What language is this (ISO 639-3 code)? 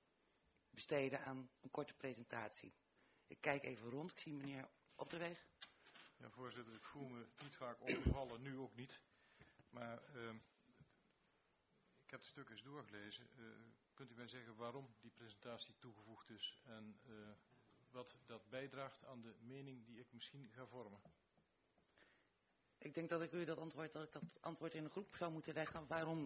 nld